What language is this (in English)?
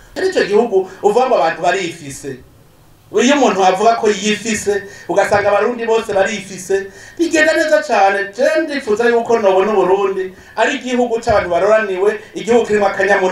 Rundi